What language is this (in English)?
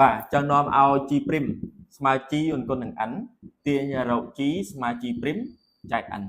Khmer